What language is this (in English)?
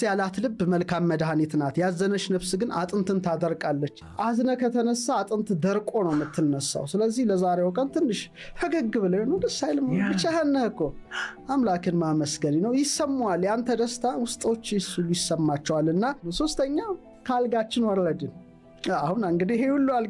Amharic